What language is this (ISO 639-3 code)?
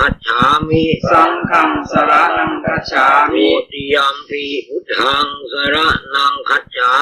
pli